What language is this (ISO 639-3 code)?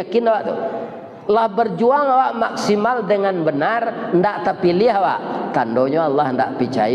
min